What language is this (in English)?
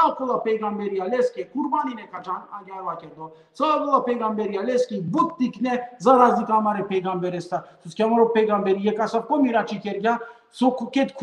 Balkan Romani